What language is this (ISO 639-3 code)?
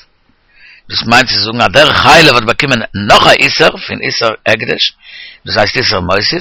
yid